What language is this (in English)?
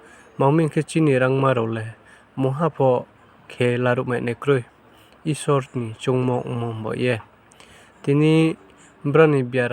Riang (India)